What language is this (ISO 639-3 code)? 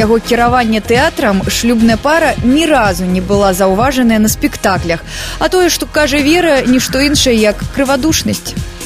bel